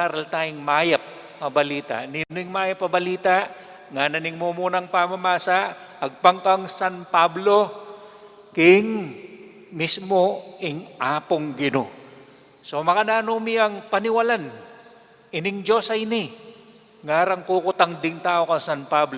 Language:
Pampanga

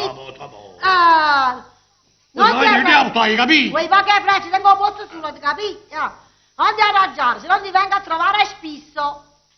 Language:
Neapolitan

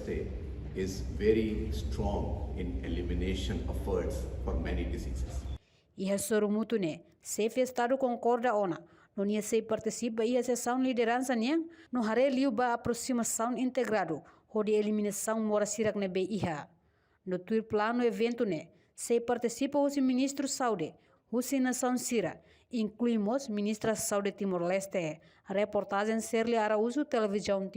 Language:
Tetum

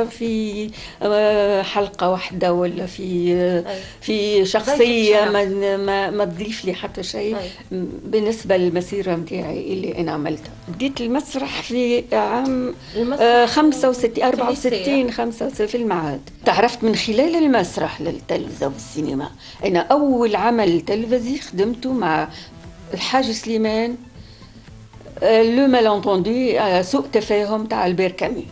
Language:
Tunisian Arabic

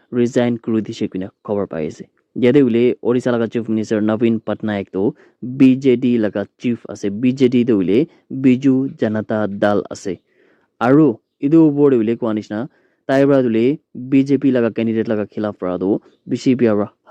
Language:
Naga Pidgin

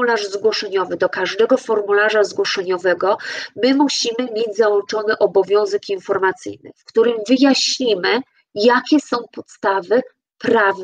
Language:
Polish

